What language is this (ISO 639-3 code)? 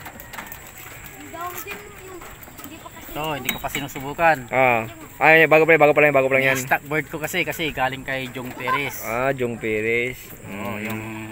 fil